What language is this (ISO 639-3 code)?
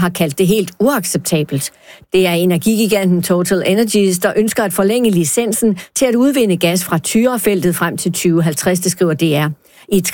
dan